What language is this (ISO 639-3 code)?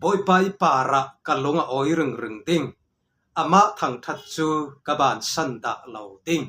cfm